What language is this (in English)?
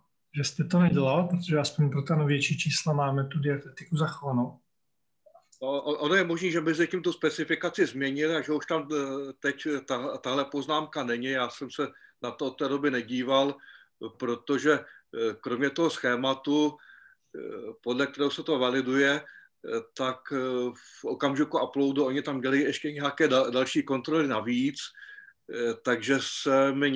Czech